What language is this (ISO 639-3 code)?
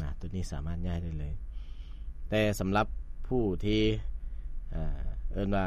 lao